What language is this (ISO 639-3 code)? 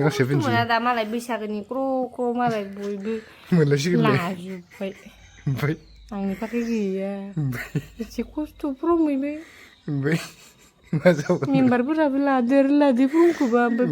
brx